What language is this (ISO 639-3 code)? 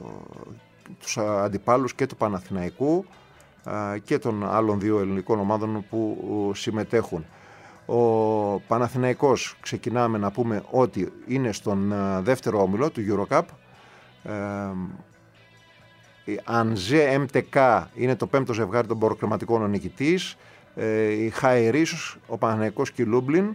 ell